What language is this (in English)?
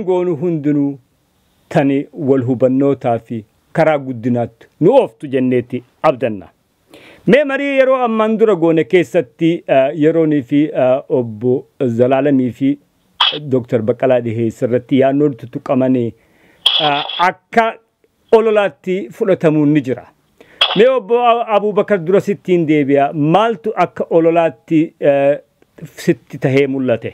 Oromo